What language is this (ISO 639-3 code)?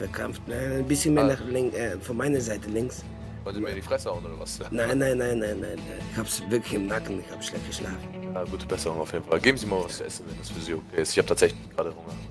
gsw